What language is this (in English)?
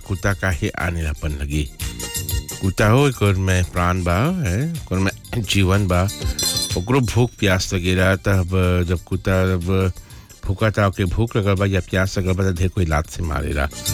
Bhojpuri